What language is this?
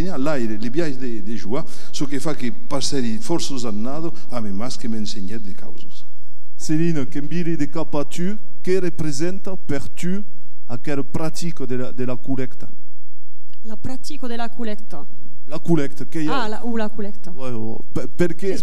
Occitan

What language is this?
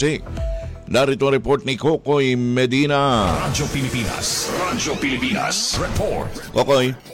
Filipino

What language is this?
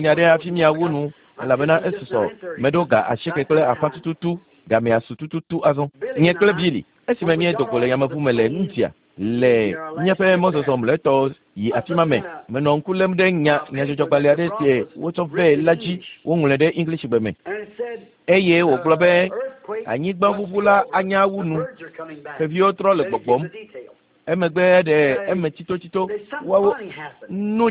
Ewe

